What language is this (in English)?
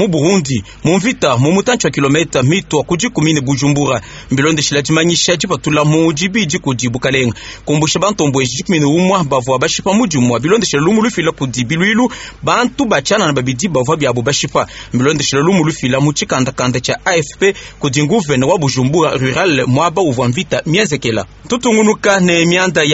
Luba-Lulua